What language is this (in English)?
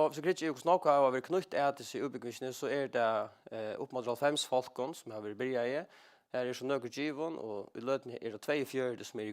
Faroese